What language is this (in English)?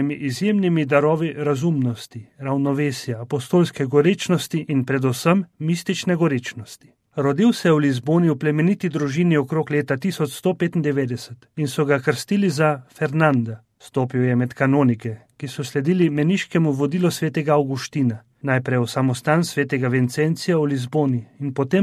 Slovenian